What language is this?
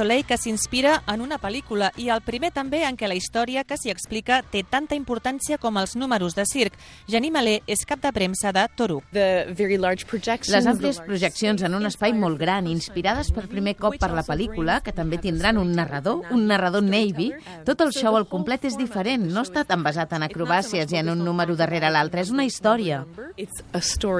Catalan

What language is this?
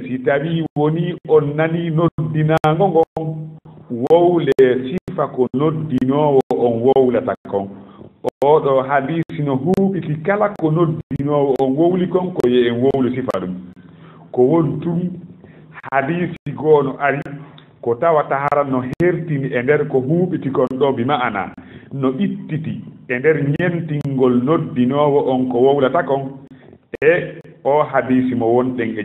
Fula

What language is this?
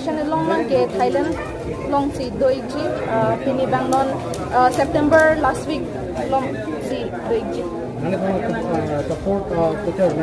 Karbi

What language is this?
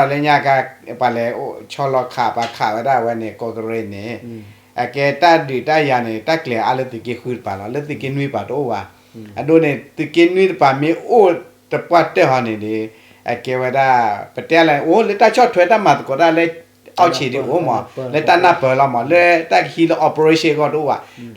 S'gaw Karen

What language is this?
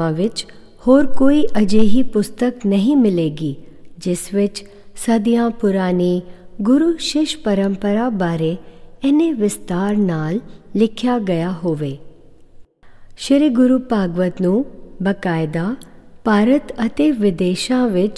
Punjabi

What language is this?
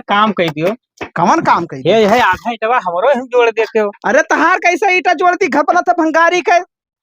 Awadhi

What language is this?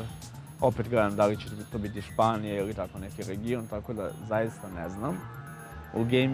Serbian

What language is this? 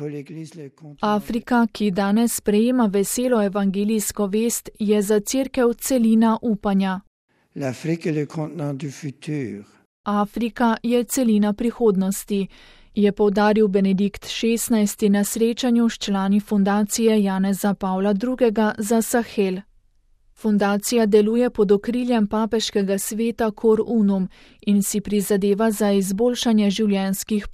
Slovenian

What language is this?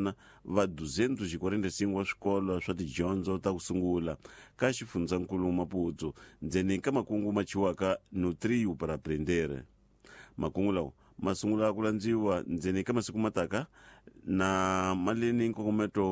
Tsonga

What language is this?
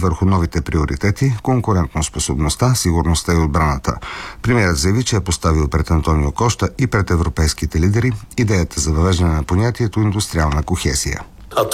Bulgarian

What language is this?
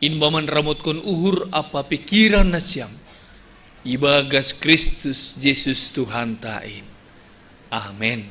Batak Simalungun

